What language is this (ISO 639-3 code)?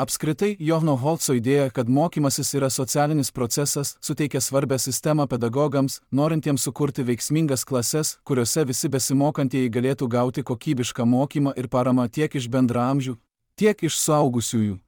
lit